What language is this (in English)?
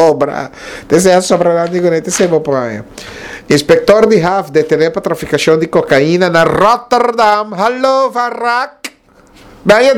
Papiamento